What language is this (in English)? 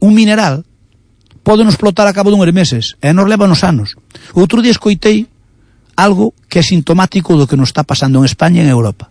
Galician